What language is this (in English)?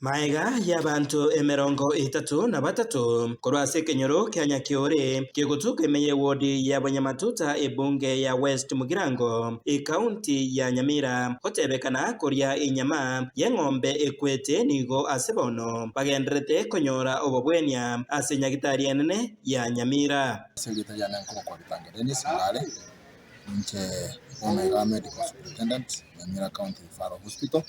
Gusii